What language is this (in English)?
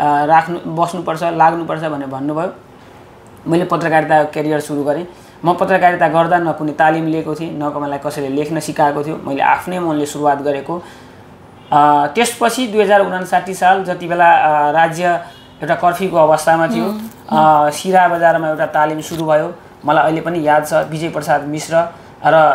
Nepali